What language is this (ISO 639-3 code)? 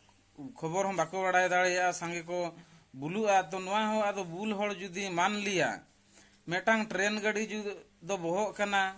sat